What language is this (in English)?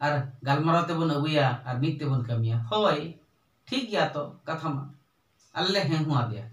Santali